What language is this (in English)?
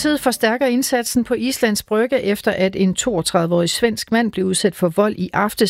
Danish